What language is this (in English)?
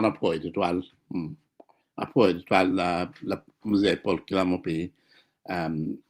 Acoli